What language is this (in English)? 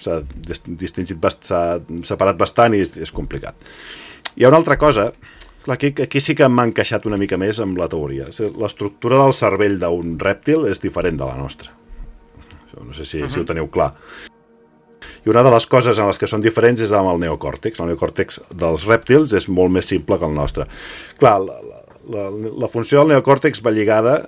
Catalan